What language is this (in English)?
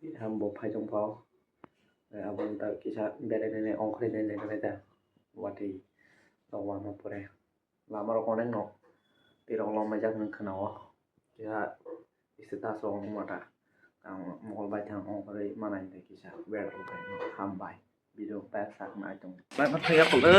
Kok Borok